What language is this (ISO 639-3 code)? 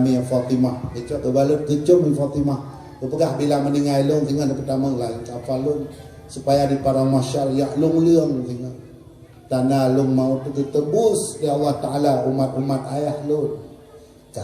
ace